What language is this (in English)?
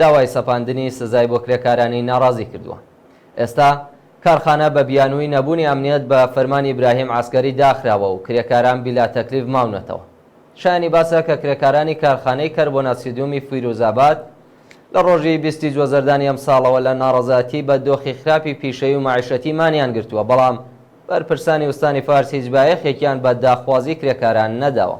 Central Kurdish